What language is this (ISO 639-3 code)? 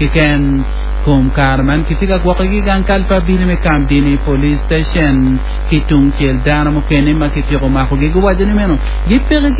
ach